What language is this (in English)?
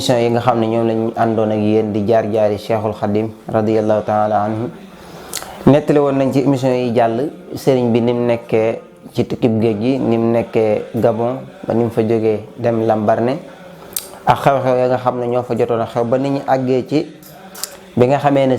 Wolof